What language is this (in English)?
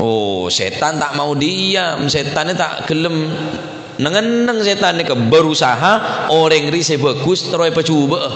Madurese